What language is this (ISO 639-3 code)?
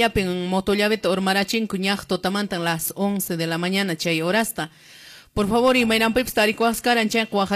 que